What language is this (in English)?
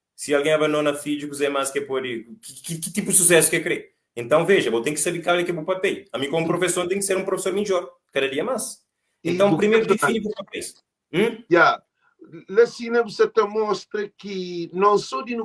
Kabuverdianu